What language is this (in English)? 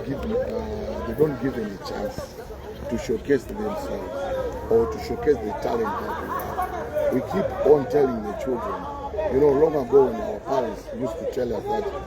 Nyanja